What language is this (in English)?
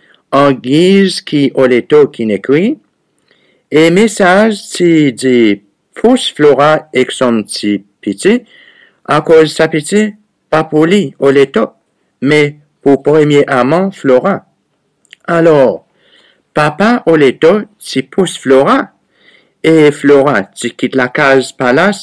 Seselwa Creole French